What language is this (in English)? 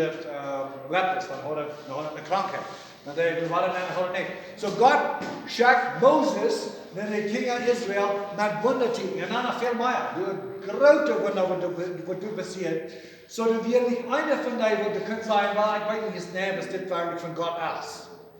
Plautdietsch